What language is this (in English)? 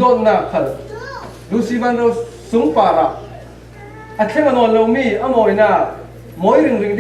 Falam Chin